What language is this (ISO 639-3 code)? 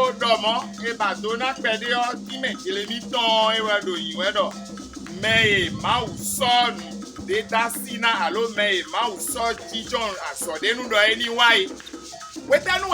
fon